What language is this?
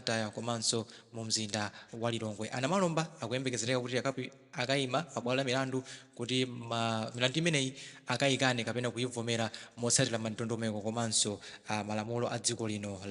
Nyanja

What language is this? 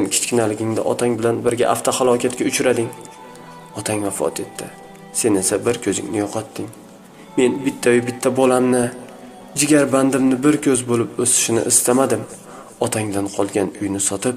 Uzbek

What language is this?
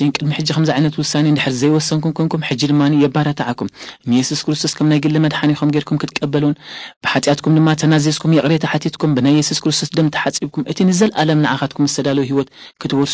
Tigrinya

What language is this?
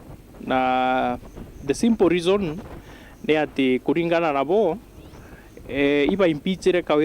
Meru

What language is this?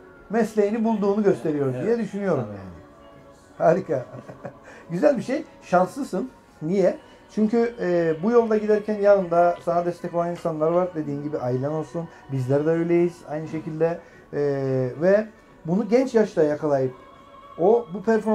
Turkish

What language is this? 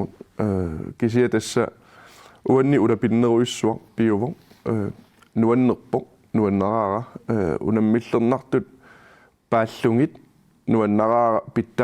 Kalaallisut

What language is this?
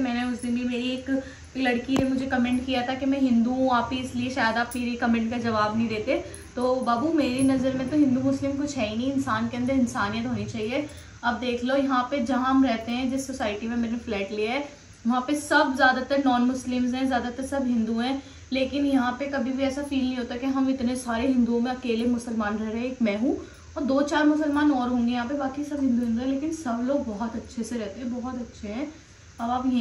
Hindi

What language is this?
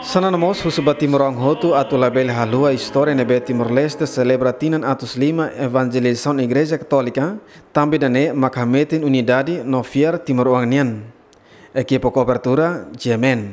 Tetum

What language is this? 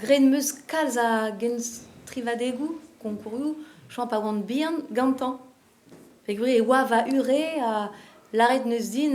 Breton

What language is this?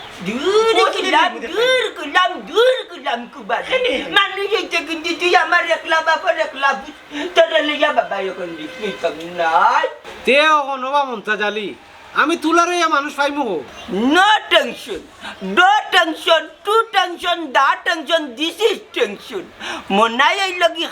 Sylheti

